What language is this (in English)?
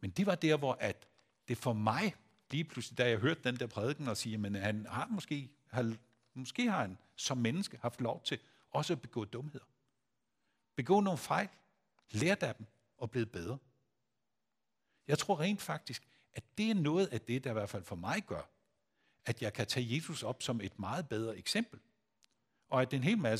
Danish